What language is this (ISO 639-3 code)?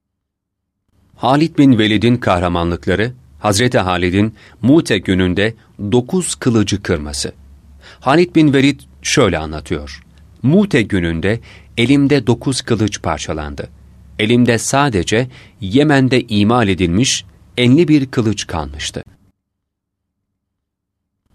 tur